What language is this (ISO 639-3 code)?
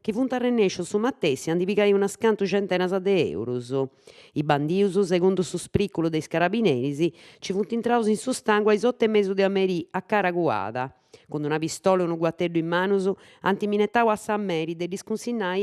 srd